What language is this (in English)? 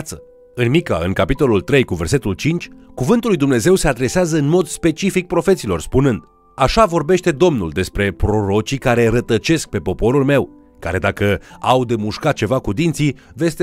Romanian